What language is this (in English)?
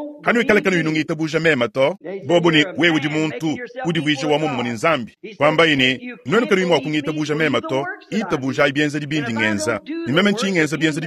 Luba-Lulua